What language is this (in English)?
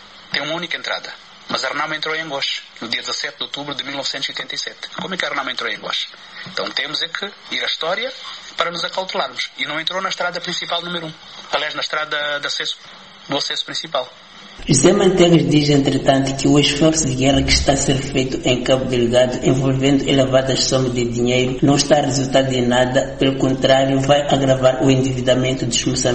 Portuguese